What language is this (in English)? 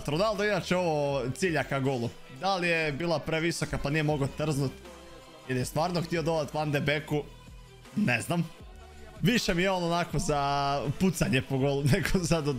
Croatian